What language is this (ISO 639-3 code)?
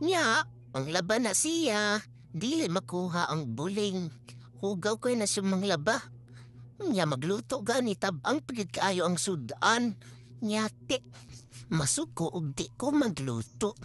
ceb